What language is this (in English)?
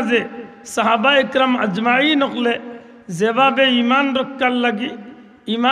Sylheti